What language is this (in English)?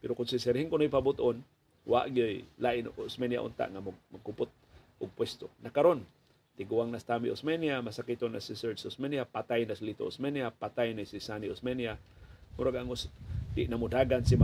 Cebuano